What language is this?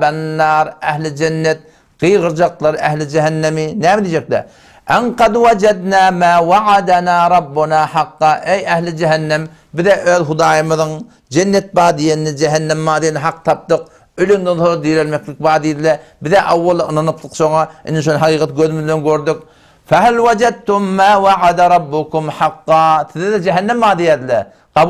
Turkmen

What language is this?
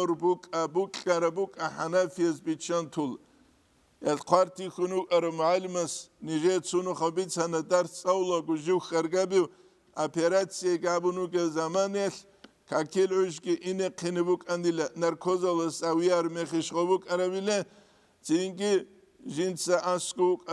Avaric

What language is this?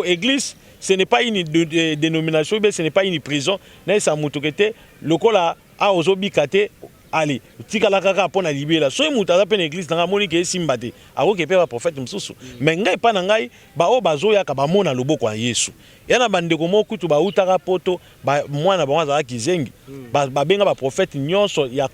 Lingala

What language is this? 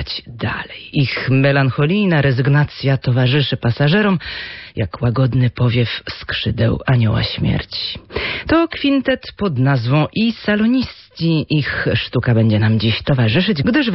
Polish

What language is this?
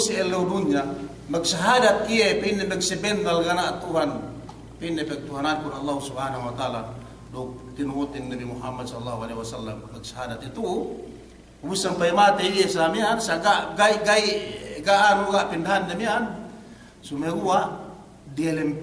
Yakan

